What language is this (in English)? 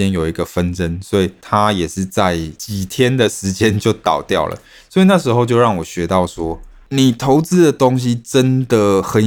Chinese